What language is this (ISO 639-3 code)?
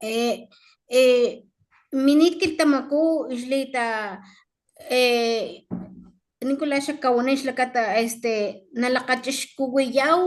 top